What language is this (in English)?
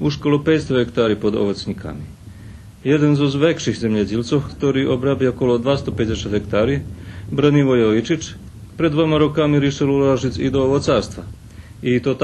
Rusyn